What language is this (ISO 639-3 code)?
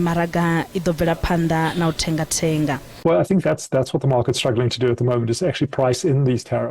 ven